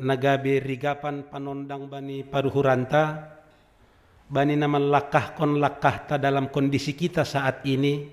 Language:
Batak Simalungun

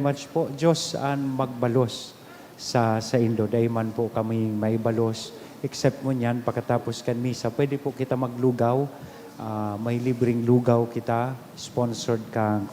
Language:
Bikol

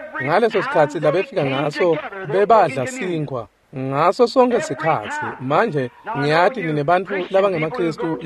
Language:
Swati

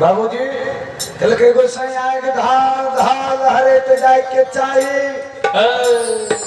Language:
Maithili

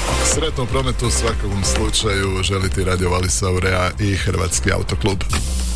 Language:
Croatian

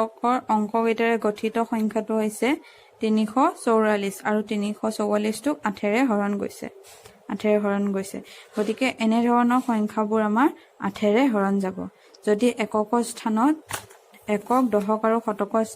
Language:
Assamese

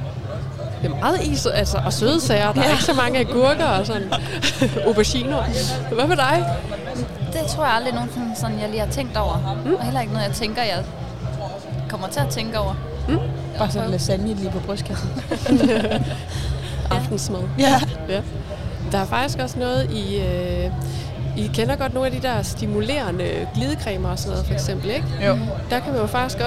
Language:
Danish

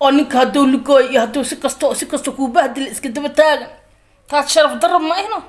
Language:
Somali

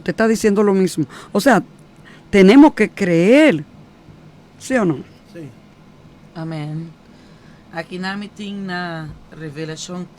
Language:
Papiamento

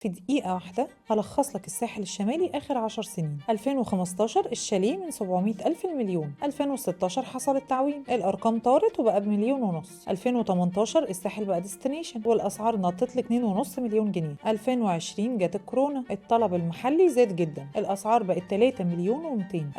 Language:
Egyptian Arabic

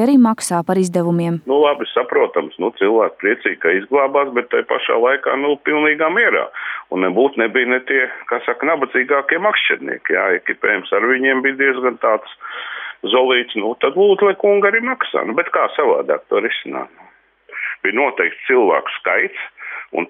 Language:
Latvian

